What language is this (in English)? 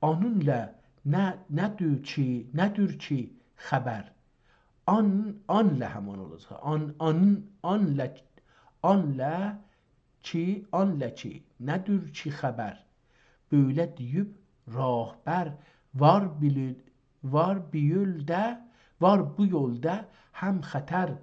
South Azerbaijani